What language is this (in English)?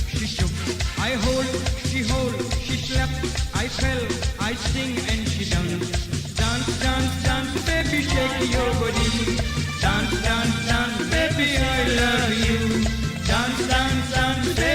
Morisyen